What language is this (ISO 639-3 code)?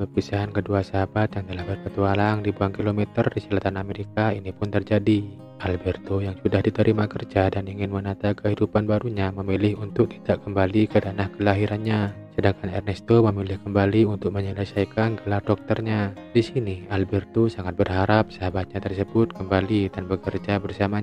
ind